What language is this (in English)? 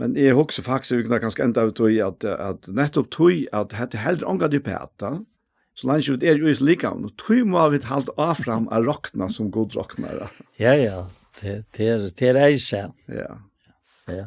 Faroese